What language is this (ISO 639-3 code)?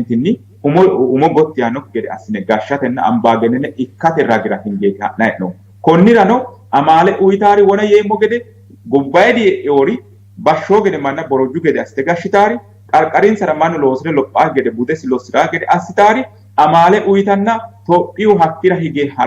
sid